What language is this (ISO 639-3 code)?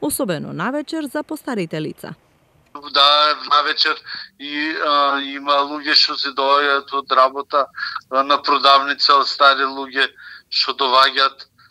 mkd